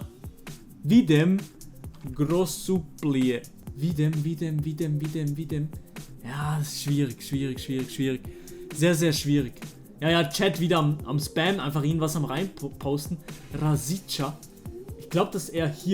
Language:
Swiss German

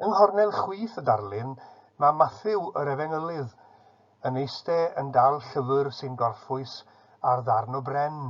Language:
Welsh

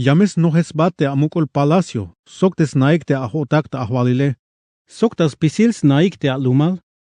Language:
Tzeltal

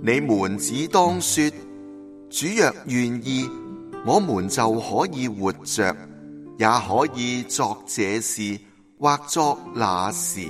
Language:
Cantonese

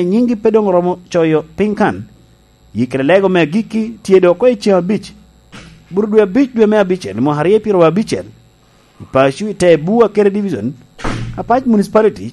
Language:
Lango (Uganda)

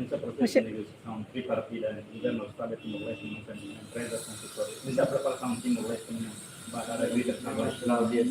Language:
Tetum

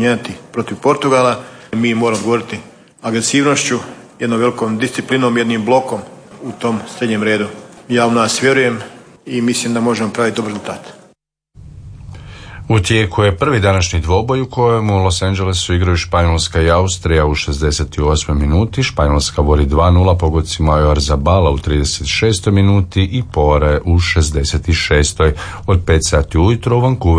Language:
Croatian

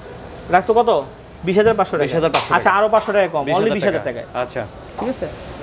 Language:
Bangla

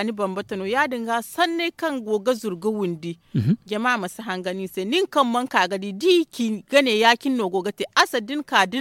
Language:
Zarma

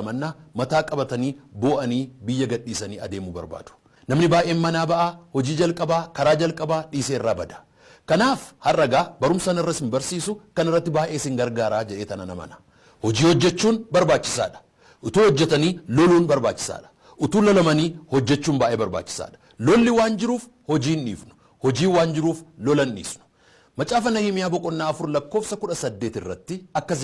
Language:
Oromo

